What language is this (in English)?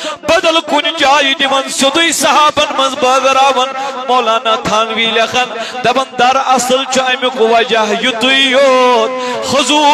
Kashmiri